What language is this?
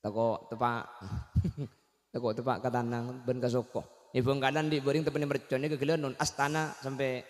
Madurese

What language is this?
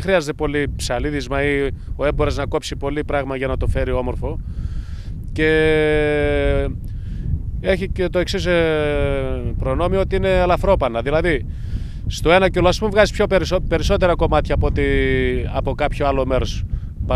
Greek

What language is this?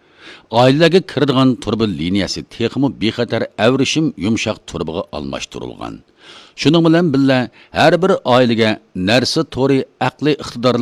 Uyghur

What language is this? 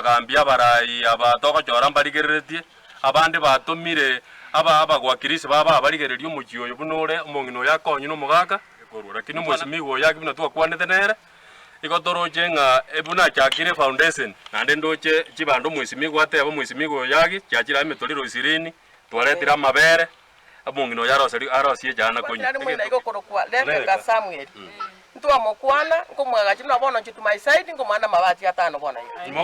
Gusii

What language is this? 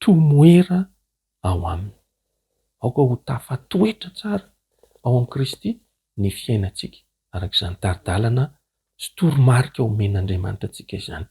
Malagasy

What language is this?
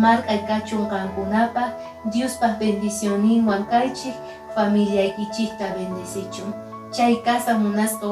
Quechua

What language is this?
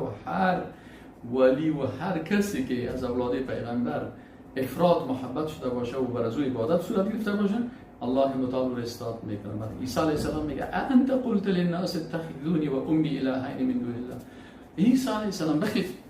Persian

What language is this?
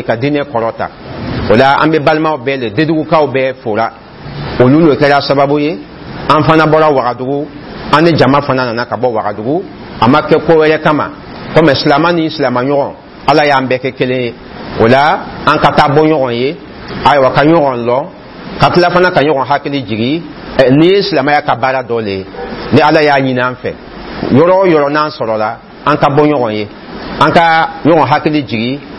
Dyula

